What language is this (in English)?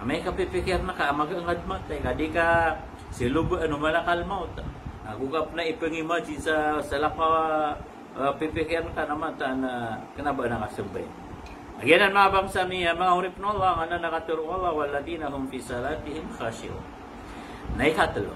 Maranao